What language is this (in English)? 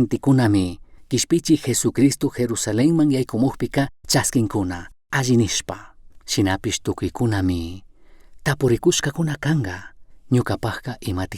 Chimborazo Highland Quichua